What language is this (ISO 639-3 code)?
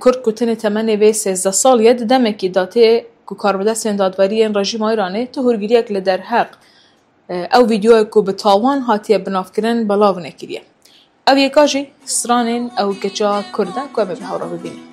kur